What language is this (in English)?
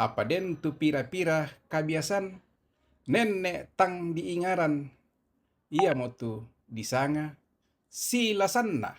Toraja-Sa'dan